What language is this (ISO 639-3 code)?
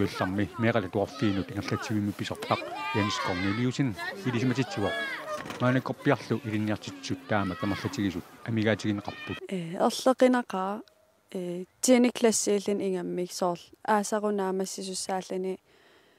kal